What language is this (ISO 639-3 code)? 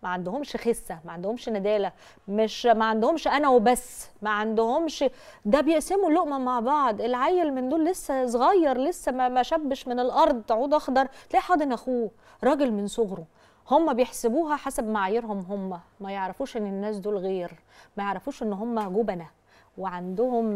arz